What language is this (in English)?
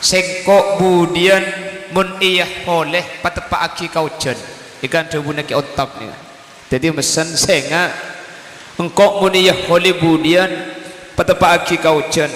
Madurese